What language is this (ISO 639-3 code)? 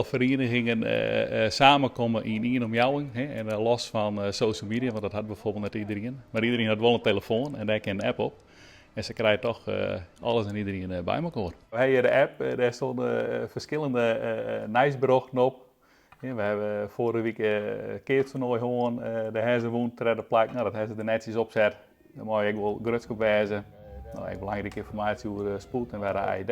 fry